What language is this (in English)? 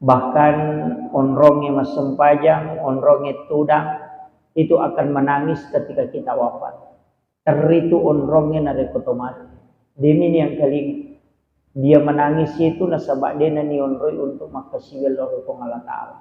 Buginese